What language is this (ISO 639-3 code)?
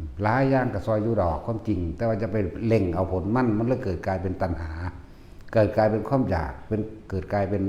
lao